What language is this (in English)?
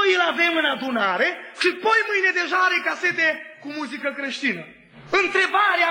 Romanian